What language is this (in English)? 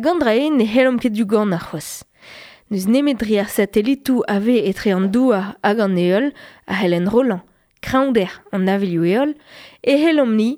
Breton